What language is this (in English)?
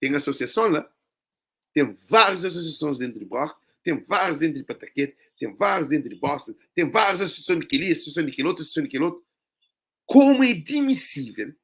Kabuverdianu